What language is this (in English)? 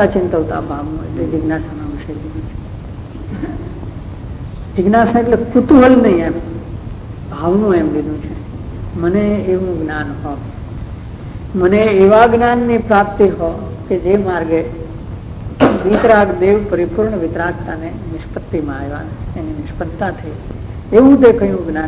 Gujarati